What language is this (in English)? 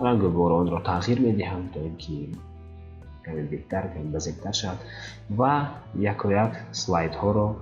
Tajik